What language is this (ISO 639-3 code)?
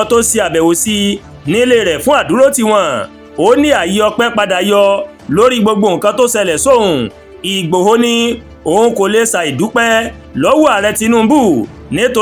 yor